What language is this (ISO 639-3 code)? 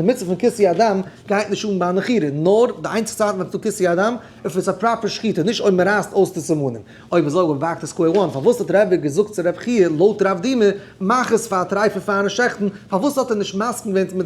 yid